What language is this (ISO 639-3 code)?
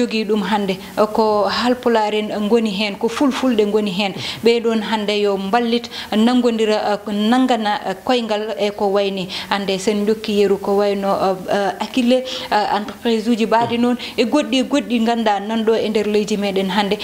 ful